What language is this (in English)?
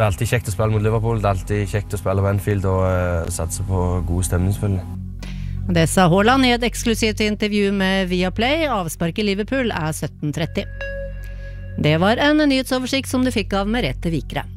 Norwegian